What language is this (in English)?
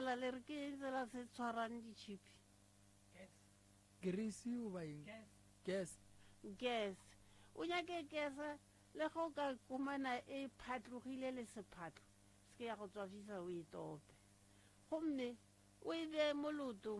Northern Sotho